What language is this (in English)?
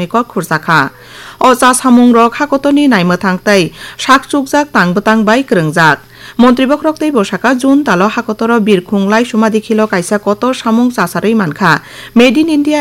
Kok Borok